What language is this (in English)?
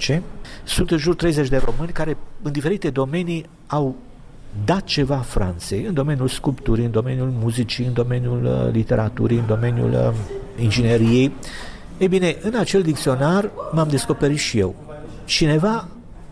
Romanian